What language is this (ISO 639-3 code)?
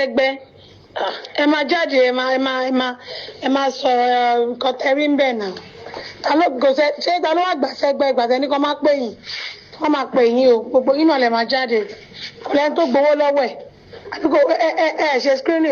yor